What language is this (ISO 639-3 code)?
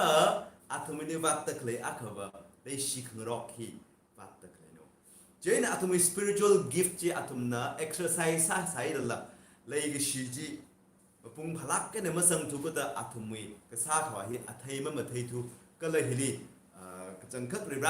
nmf